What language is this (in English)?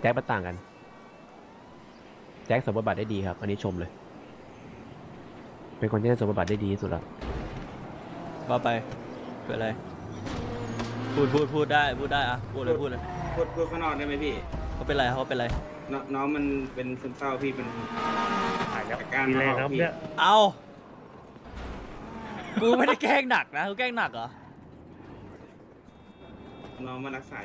Thai